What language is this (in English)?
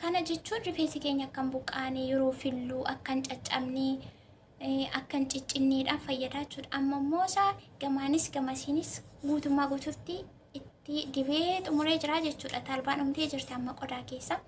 Oromo